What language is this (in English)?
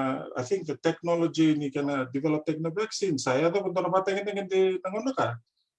Fijian